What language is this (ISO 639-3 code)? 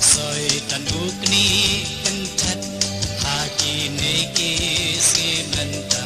kha